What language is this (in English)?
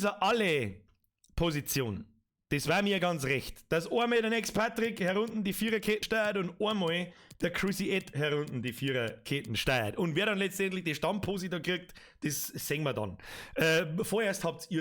Bavarian